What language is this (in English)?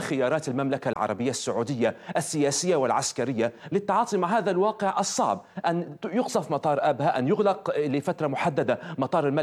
Arabic